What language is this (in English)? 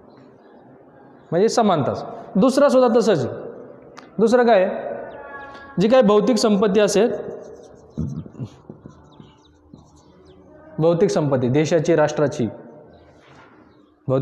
Marathi